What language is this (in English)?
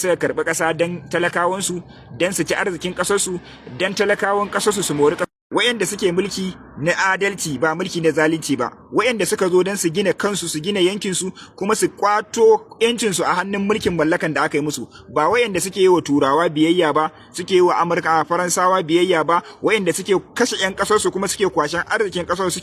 Hausa